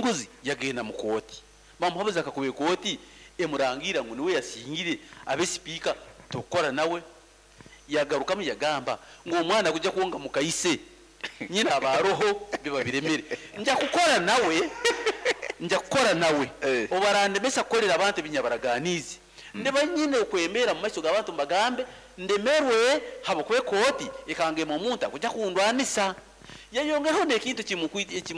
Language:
Nyoro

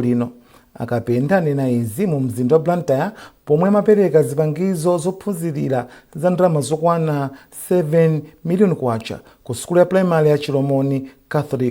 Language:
Nyanja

